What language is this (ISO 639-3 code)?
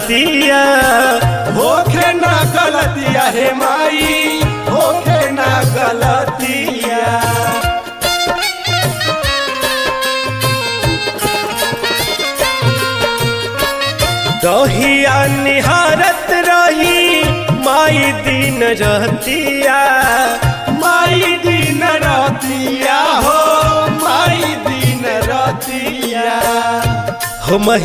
bho